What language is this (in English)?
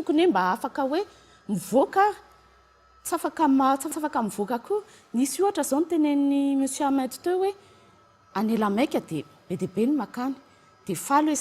Malagasy